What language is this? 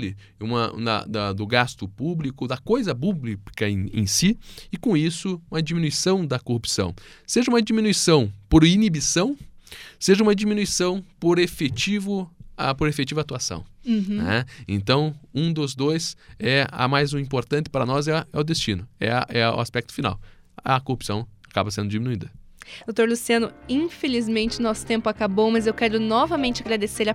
Portuguese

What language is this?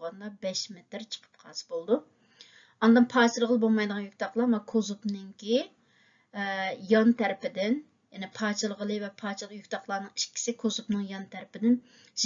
Uyghur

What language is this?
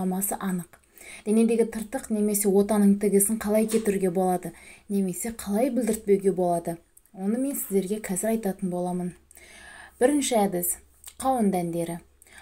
Kazakh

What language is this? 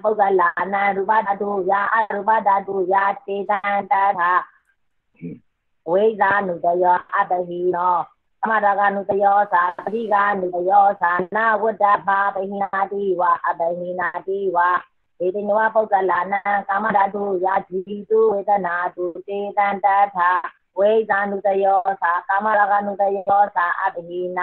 Burmese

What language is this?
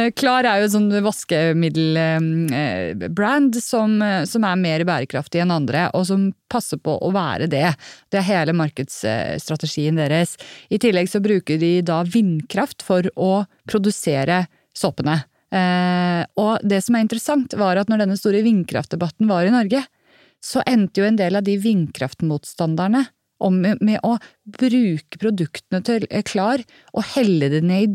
Norwegian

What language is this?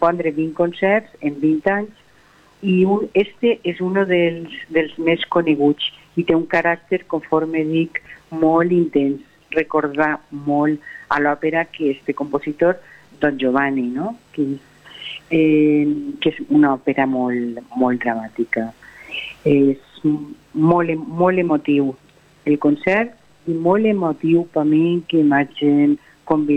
Catalan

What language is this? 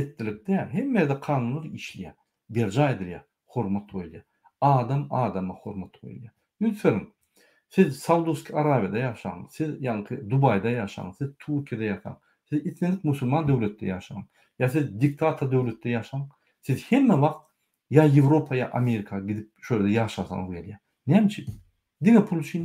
Turkmen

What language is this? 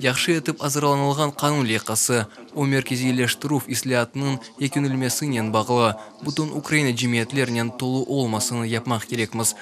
Crimean Tatar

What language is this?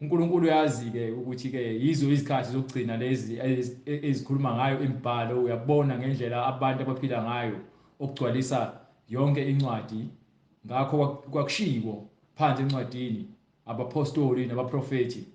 Zulu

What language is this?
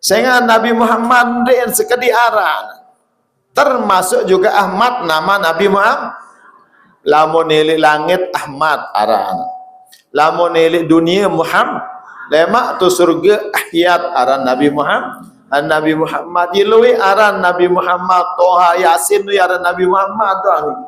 Sasak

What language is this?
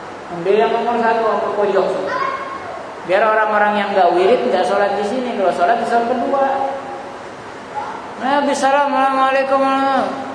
Indonesian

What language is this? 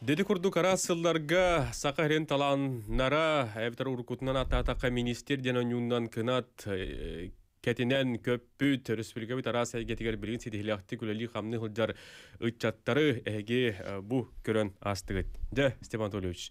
Yakut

